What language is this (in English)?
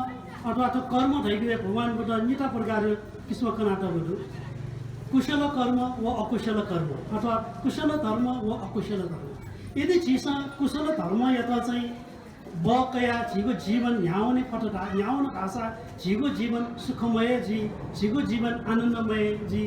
Newari